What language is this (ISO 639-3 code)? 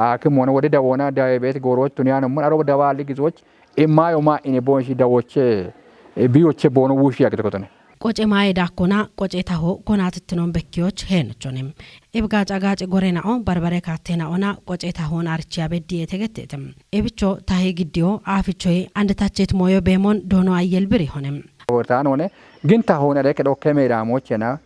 kbr